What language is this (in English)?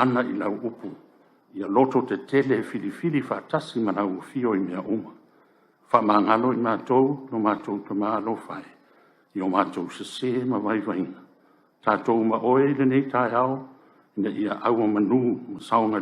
Samoan